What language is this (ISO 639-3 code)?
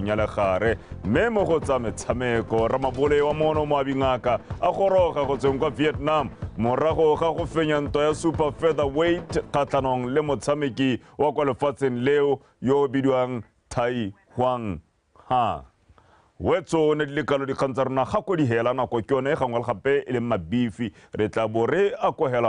tsn